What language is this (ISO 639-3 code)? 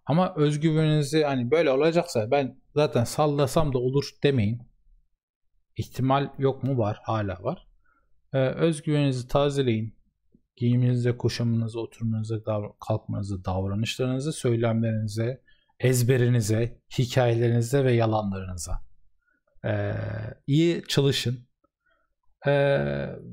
tur